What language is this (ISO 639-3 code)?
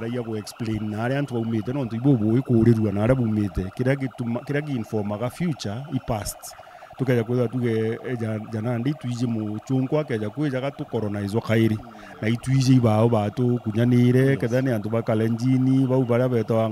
mer